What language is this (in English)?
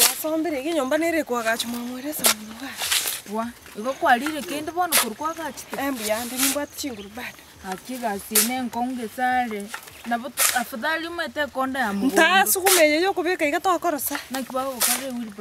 Gusii